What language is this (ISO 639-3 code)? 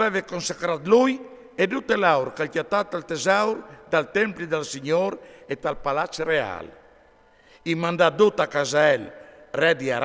fur